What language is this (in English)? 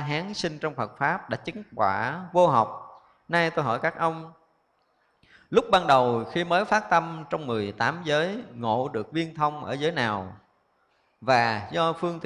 Vietnamese